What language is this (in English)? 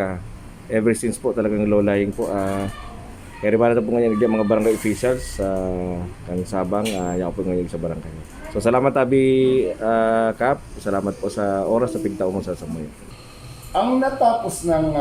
Bikol